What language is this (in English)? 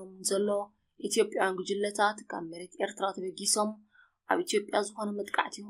Tigrinya